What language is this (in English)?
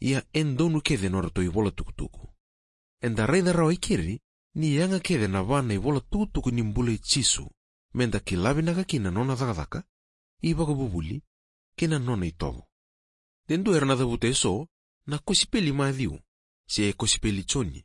Fijian